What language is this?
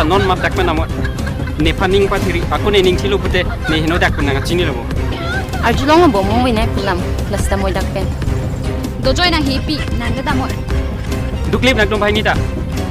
Karbi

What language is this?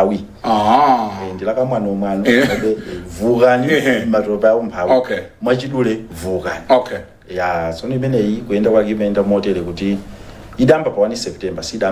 Nyanja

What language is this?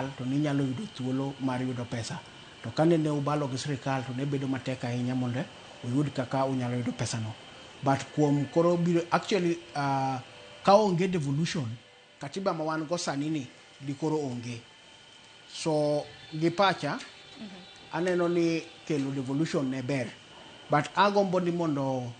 Luo (Kenya and Tanzania)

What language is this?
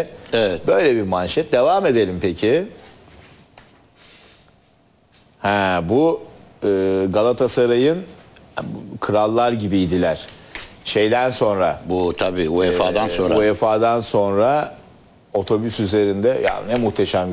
Turkish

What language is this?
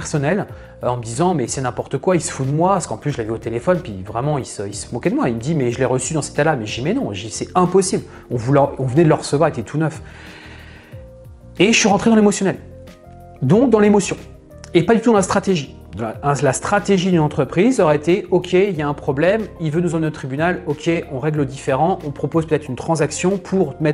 French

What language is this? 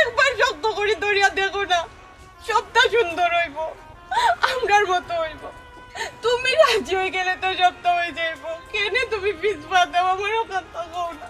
Sylheti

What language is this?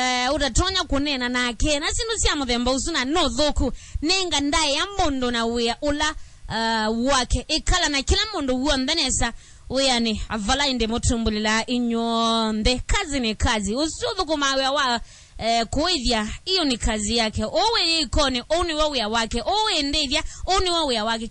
Kamba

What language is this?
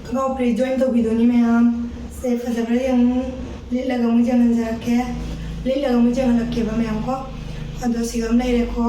Manipuri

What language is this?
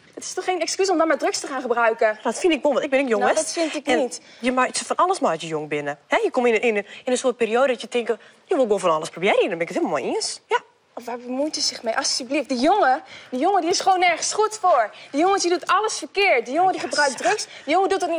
Western Frisian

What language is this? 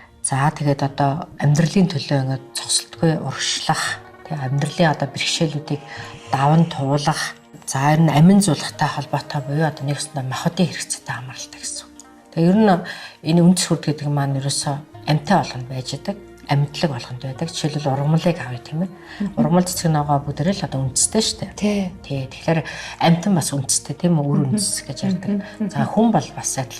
Mongolian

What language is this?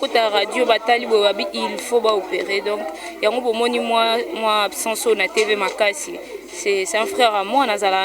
Lingala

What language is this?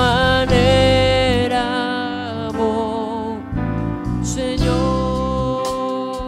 Papiamento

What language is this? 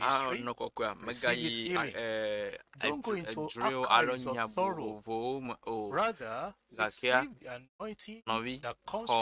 Ewe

